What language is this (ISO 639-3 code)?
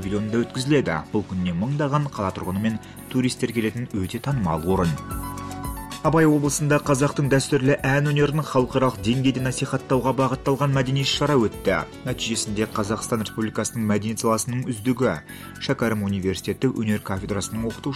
kaz